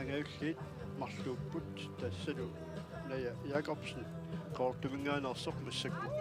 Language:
Kalaallisut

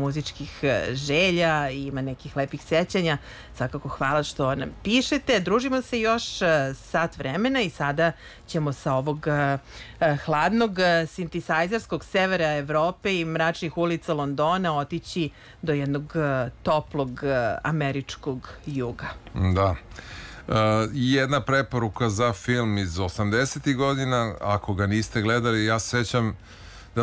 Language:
Serbian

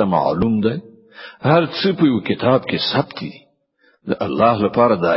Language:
Pashto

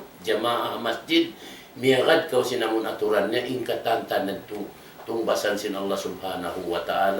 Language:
Tausug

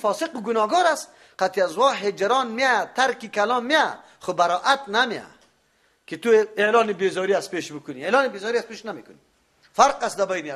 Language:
Persian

